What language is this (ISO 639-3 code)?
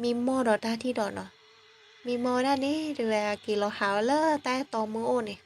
ksw